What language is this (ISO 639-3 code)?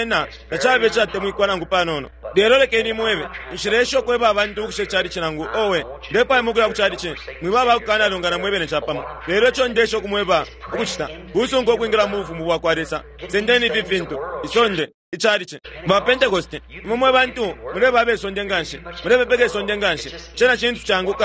bem